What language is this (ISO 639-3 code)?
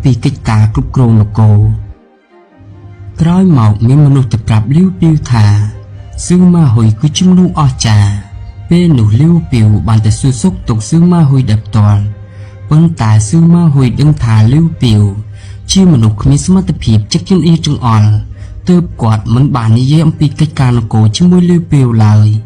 khm